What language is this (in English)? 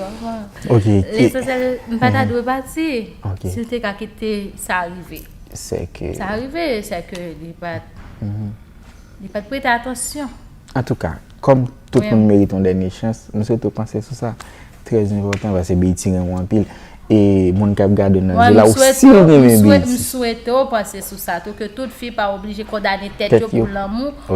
Haitian Creole